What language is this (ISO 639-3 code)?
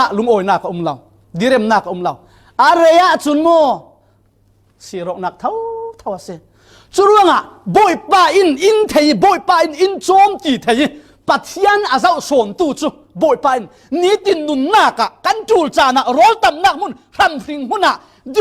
cfm